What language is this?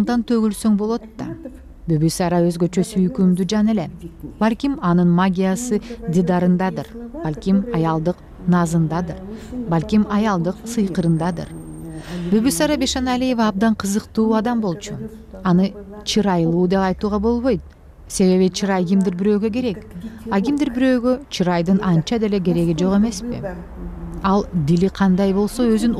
Kyrgyz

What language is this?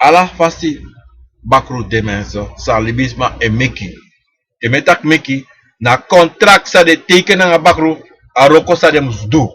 Sranan Tongo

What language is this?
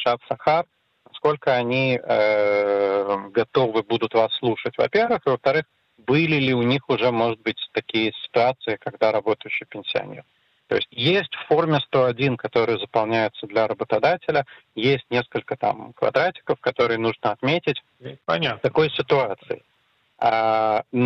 Russian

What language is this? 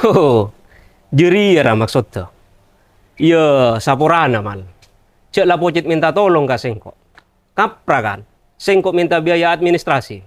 Madurese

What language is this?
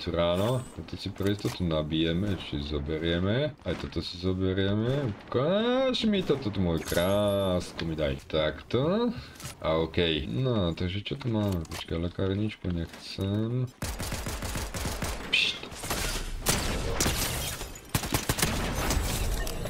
Slovak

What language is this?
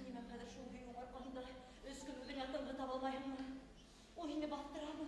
Bashkir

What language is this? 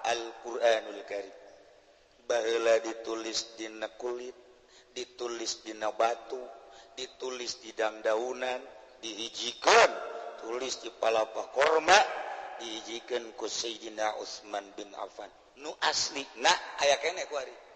Sundanese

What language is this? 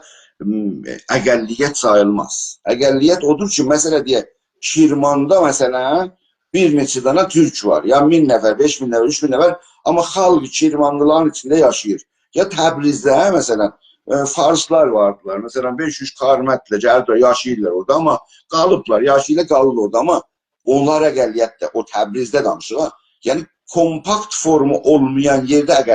South Azerbaijani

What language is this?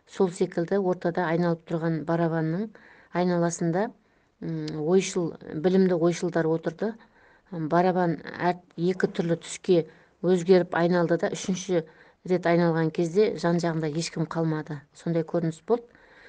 Kazakh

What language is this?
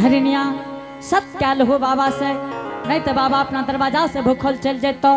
Angika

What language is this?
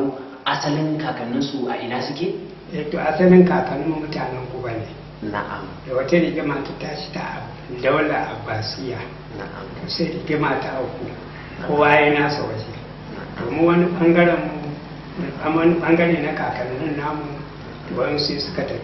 Hausa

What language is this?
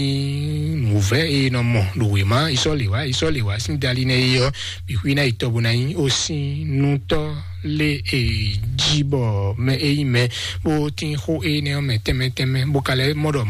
Fon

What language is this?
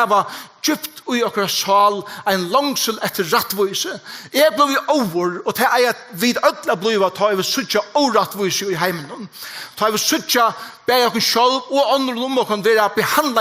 Faroese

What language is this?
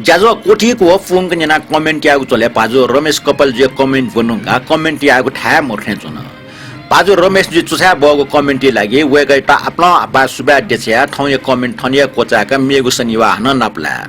Newari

